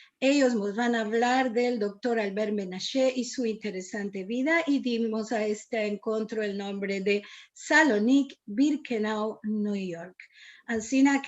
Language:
Ladino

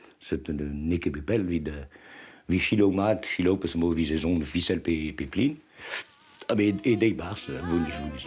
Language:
Breton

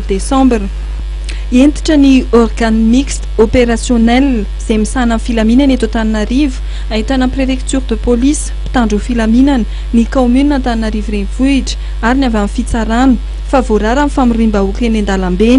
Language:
Malagasy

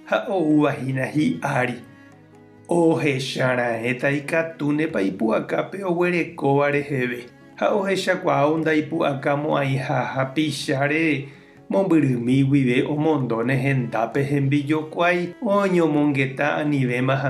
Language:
Guarani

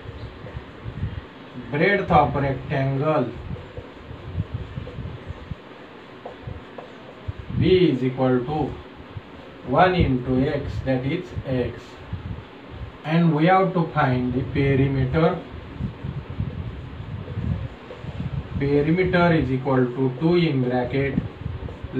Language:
English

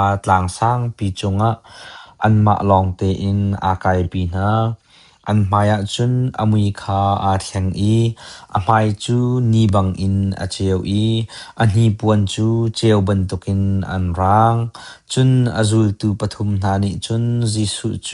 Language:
Hakha Chin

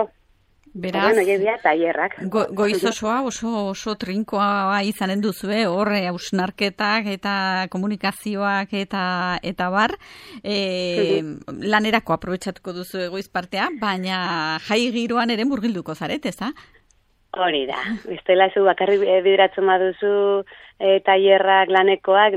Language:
Basque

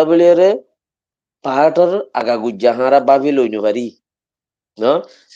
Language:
Rohingya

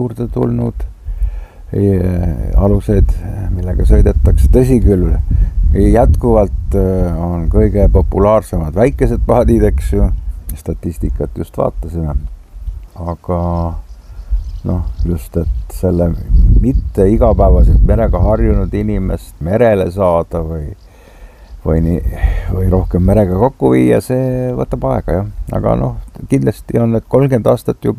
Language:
Estonian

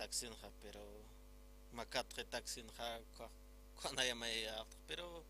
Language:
Aymara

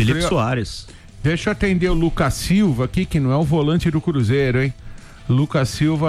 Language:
Portuguese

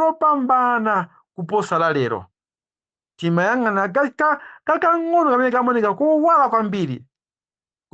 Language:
Nyanja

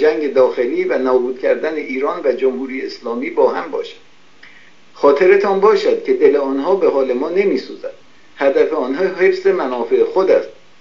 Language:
Persian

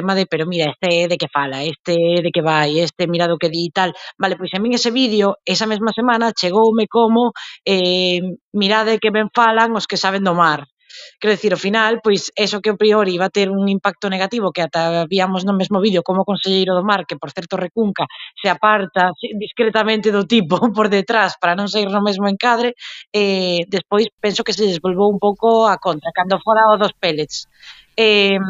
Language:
Galician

